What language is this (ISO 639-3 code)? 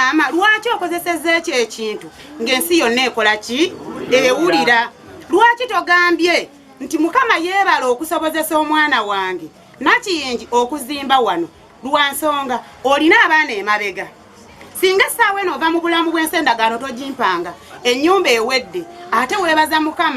lug